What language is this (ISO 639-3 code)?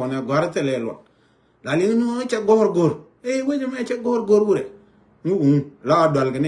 nus